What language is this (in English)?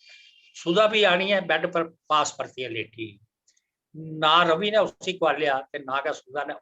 Dogri